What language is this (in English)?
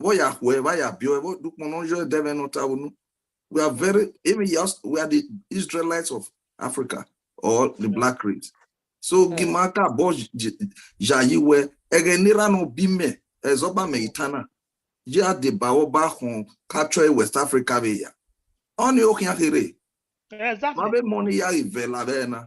Bini